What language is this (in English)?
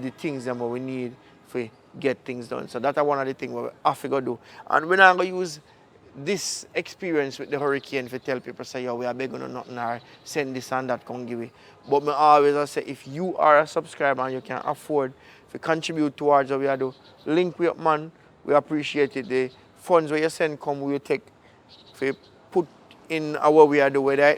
Jamaican Creole English